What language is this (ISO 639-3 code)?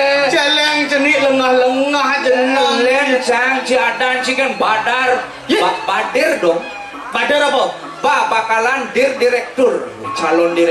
ban